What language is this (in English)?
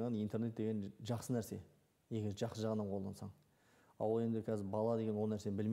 Kazakh